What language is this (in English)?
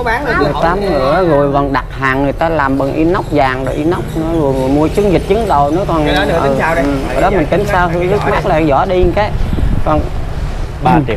Vietnamese